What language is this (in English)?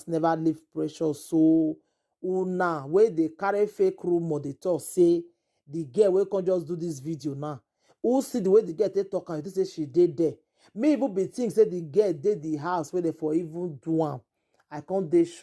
Nigerian Pidgin